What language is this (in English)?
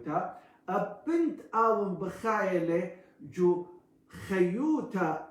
Assyrian Neo-Aramaic